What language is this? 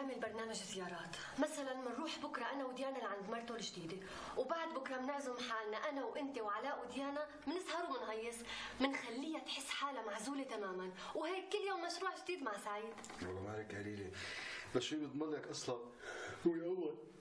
North Levantine Arabic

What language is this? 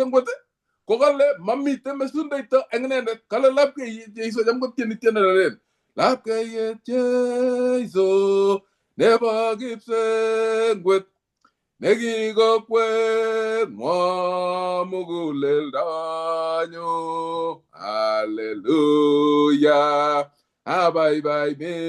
Kalenjin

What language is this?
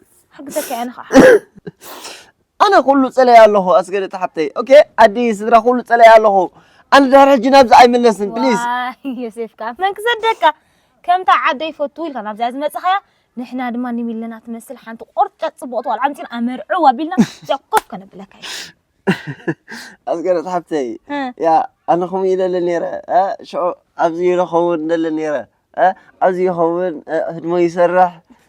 Tigrinya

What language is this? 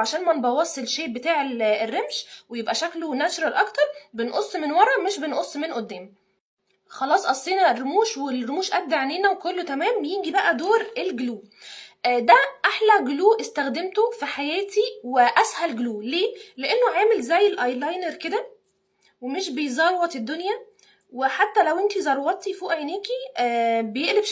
Egyptian Arabic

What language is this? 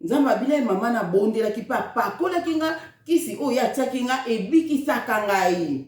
Lingala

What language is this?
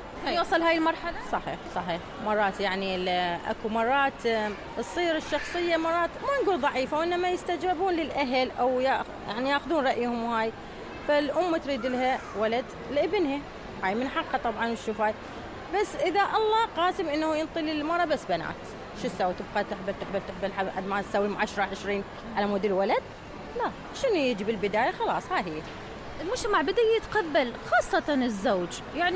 Mesopotamian Arabic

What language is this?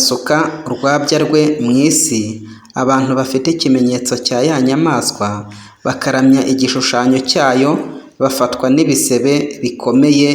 Kinyarwanda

